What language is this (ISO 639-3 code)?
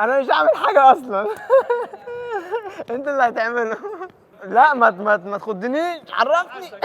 arz